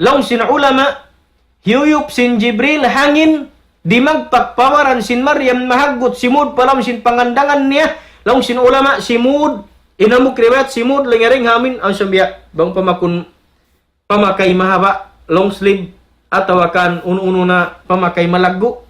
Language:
Tausug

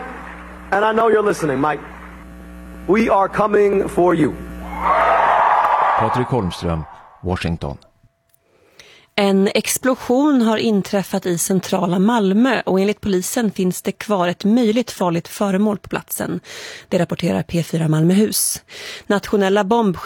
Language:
Swedish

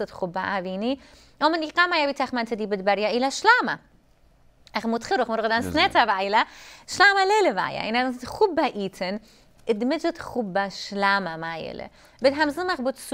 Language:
Assyrian Neo-Aramaic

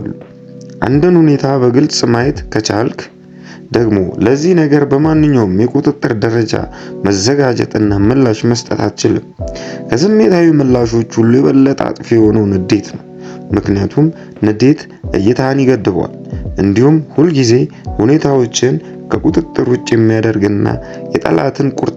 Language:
Amharic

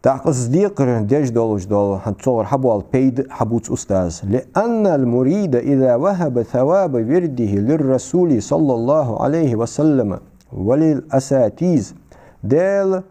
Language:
Ingush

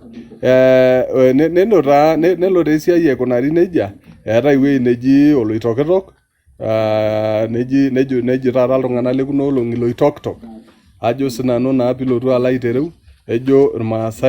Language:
Masai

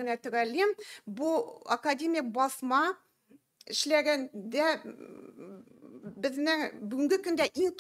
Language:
Tatar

